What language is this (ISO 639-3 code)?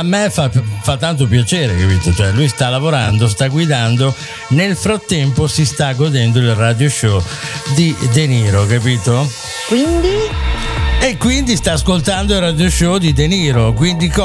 ita